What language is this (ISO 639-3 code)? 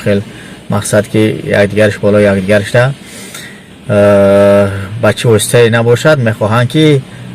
tgk